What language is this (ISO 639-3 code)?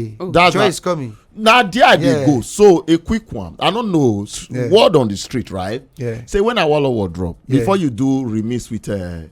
pcm